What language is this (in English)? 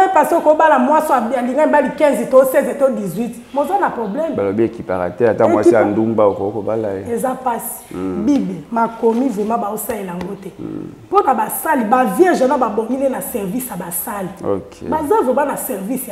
Lingala